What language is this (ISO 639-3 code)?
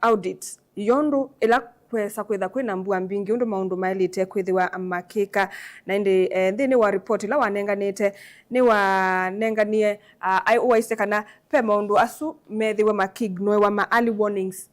kam